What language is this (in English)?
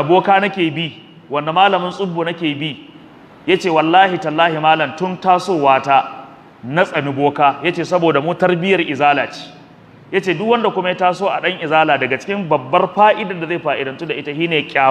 Hausa